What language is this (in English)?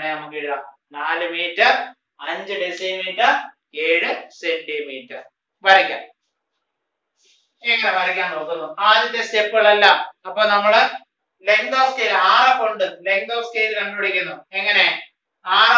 Malayalam